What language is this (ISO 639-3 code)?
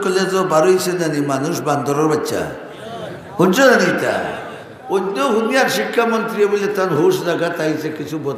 syl